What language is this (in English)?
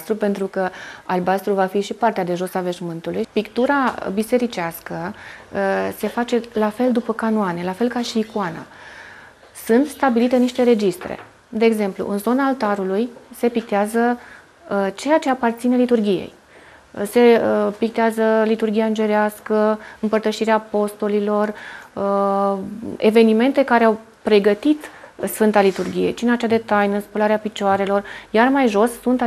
Romanian